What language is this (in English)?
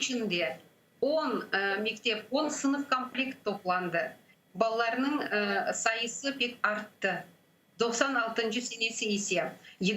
Crimean Tatar